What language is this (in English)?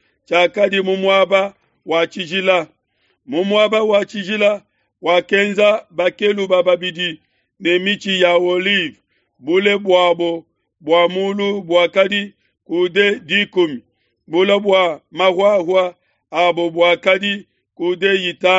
Luba-Lulua